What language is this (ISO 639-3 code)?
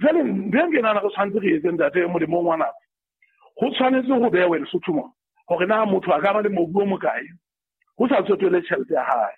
sot